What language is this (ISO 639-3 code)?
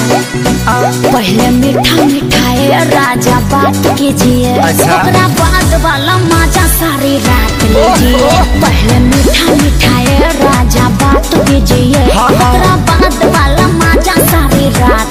bho